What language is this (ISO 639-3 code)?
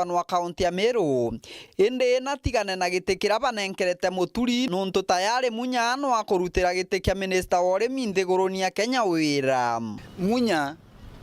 mer